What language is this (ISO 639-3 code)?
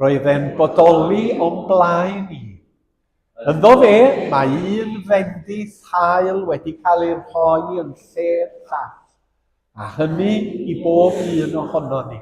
cym